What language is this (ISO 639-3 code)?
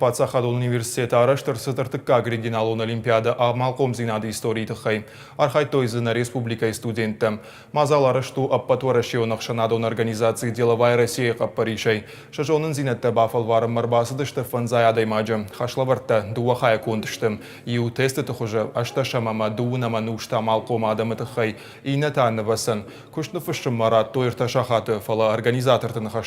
oss